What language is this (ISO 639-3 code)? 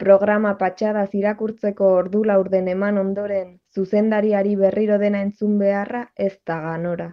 eus